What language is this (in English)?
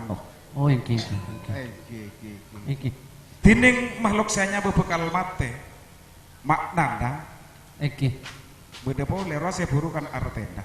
Madurese